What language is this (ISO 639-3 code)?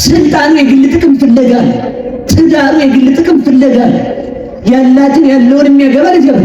amh